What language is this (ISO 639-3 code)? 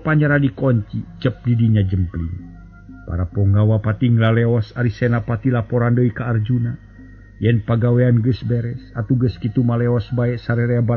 sun